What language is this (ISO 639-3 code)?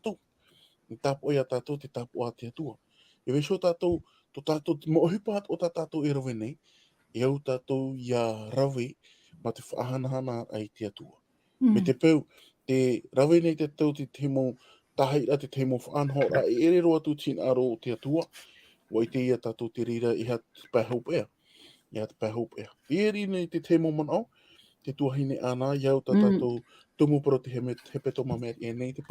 tah